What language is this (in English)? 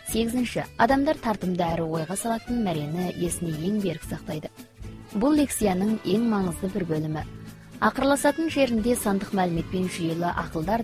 Kazakh